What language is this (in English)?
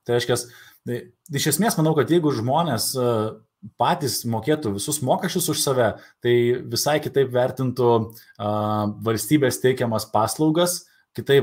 Lithuanian